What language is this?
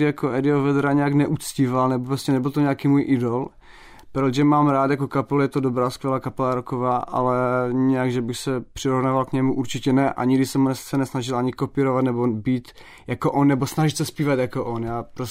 Czech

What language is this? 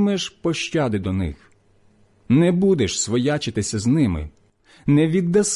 Ukrainian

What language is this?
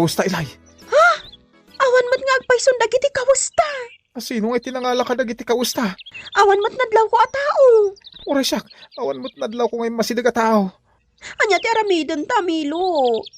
Iloko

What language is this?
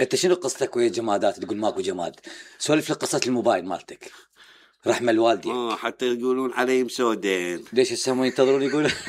Mesopotamian Arabic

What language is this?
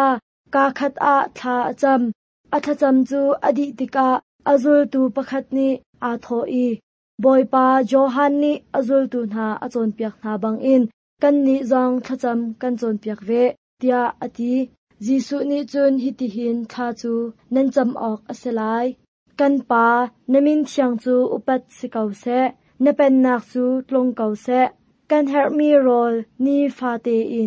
Hakha Chin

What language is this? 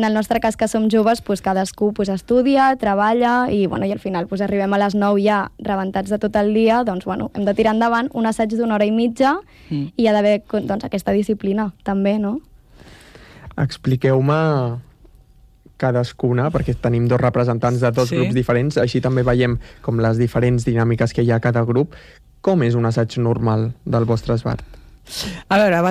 Catalan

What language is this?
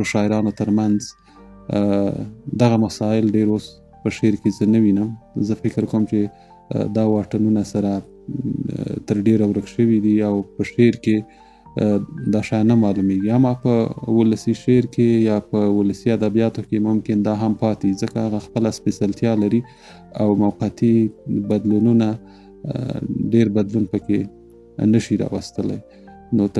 Pashto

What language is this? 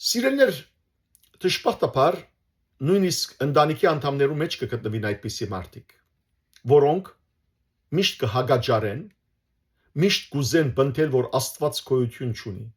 Western Armenian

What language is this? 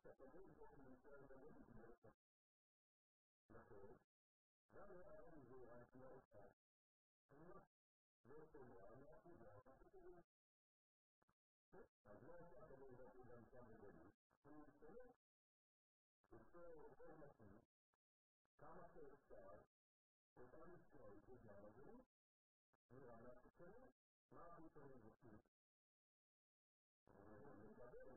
Hebrew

